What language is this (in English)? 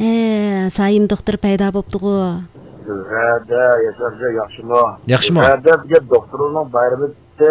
Uyghur